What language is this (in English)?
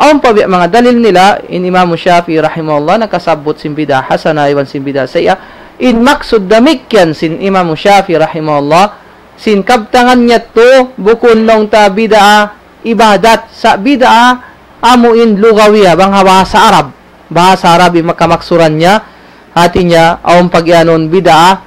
Tausug